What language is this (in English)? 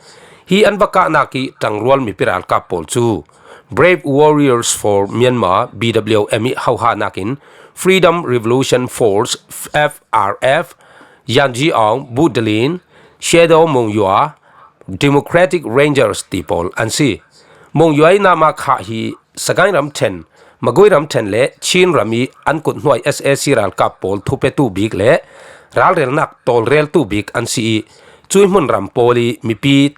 Falam Chin